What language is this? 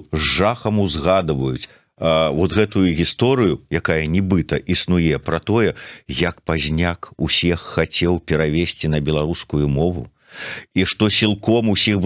Belarusian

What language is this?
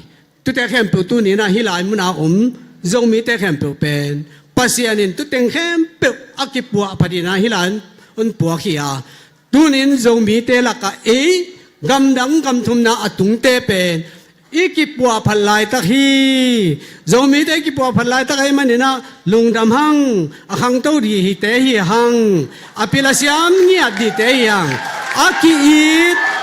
Tedim Chin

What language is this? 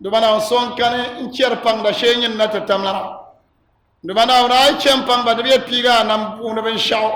Dagbani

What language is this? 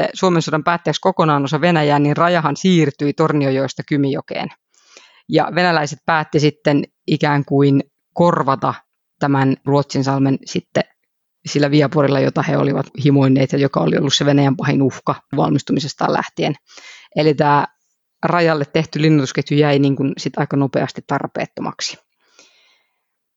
Finnish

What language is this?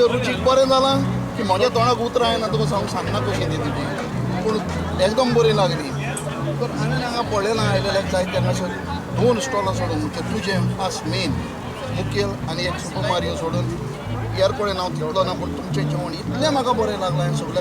Konkani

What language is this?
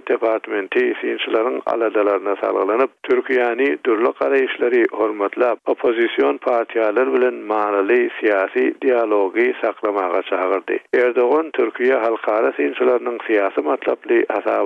Turkmen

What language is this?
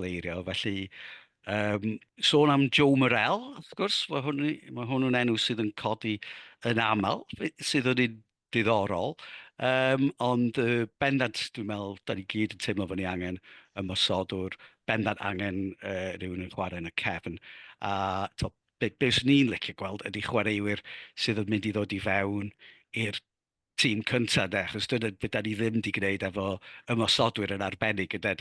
Welsh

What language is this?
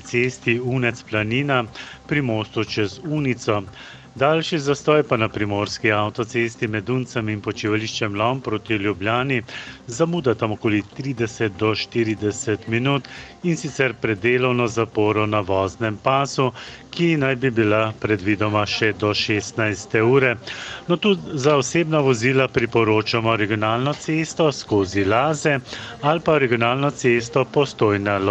Slovenian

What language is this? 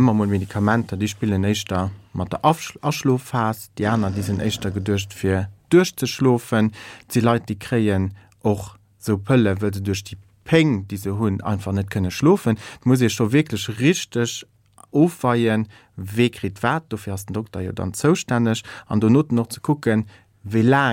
Luxembourgish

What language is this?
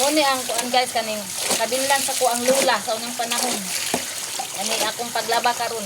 Cebuano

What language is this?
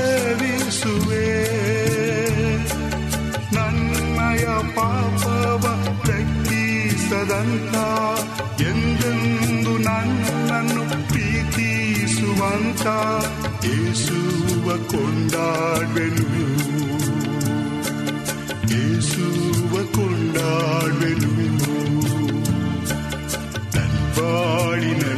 Kannada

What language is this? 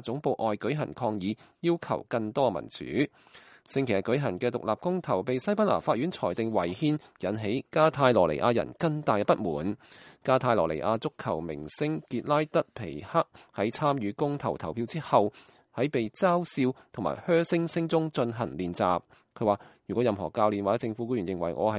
Cantonese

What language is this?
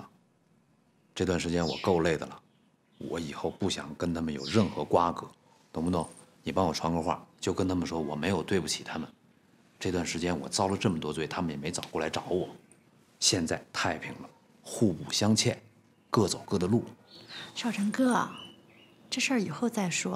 Chinese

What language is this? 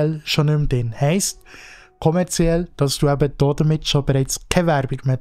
Swiss German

